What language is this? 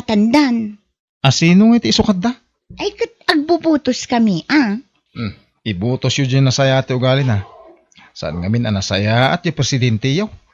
Iloko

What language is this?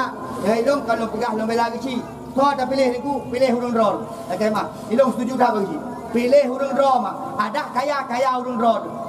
Achinese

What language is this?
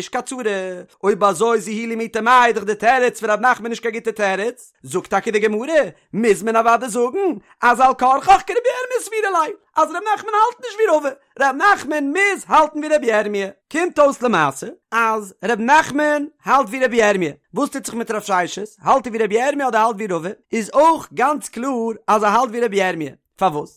Yiddish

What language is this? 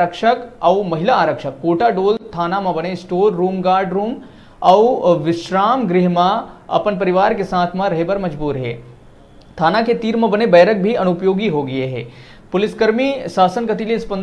Chhattisgarhi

